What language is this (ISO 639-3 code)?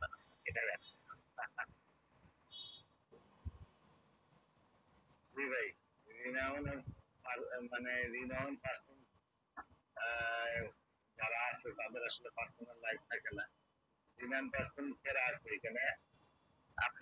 ben